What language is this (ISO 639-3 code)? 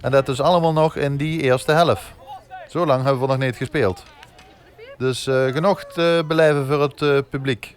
lim